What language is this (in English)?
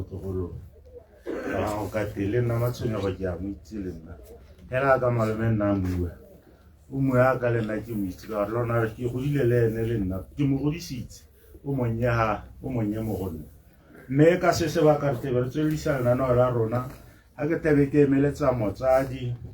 Tswana